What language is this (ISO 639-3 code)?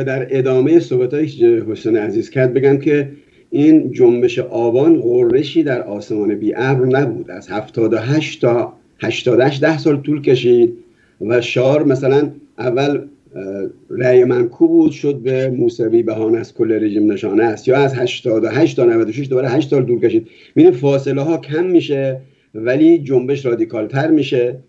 fas